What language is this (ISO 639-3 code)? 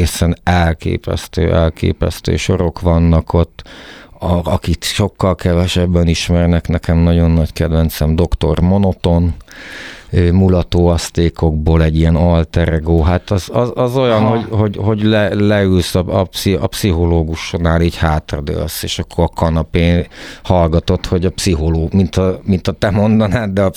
hun